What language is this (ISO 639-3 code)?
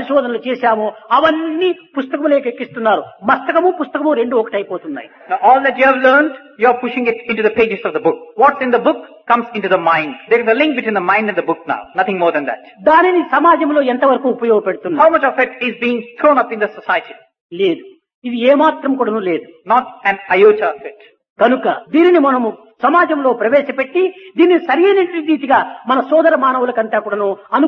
tel